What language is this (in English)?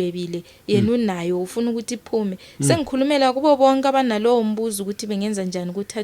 Zulu